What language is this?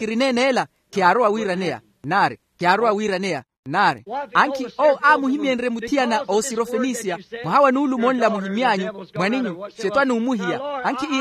Makhuwa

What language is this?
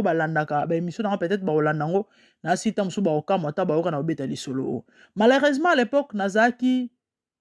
Lingala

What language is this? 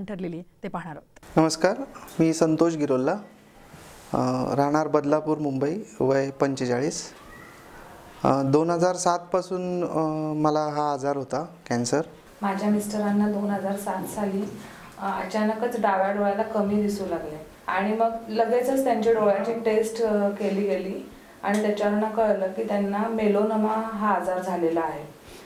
Marathi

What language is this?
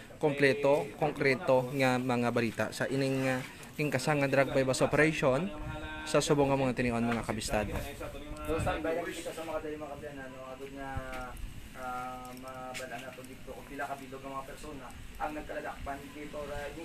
Hiligaynon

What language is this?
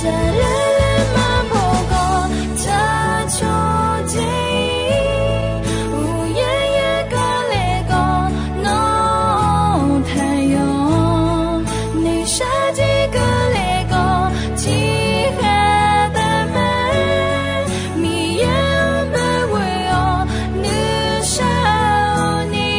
Akha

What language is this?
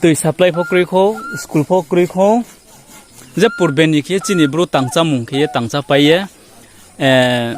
Riang (India)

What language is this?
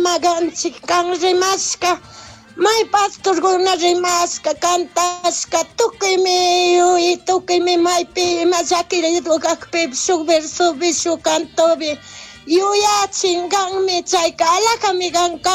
Chimborazo Highland Quichua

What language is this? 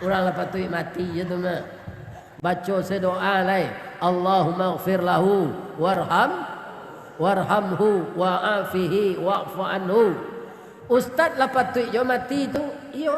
Minangkabau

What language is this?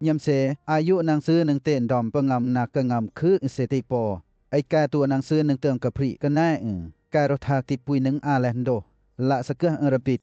Western Lawa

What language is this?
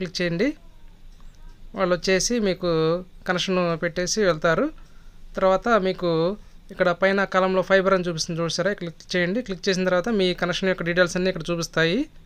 Telugu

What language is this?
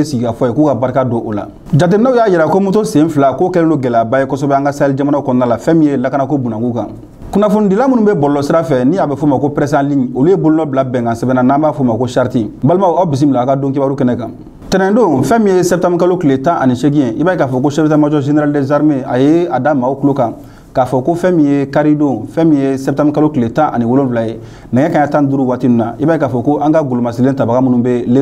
Bambara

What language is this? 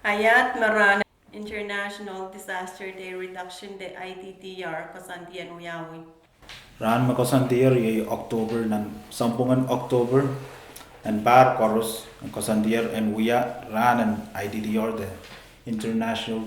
Pohnpeian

